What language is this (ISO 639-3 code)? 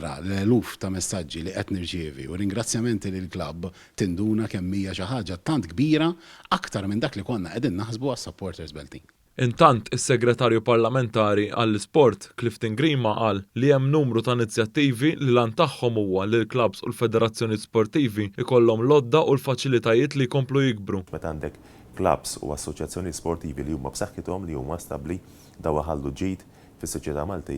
mlt